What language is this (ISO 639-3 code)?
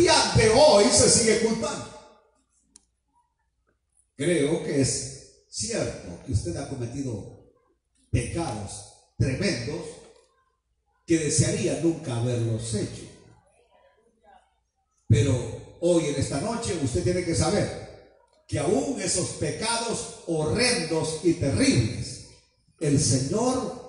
spa